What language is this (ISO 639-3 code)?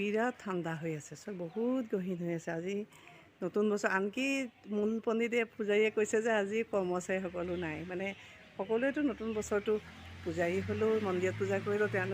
asm